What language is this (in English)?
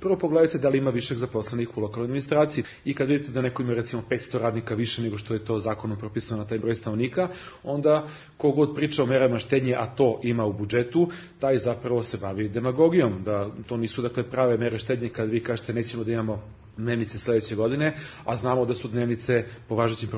Serbian